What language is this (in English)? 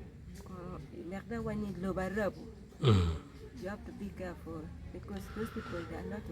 Acoli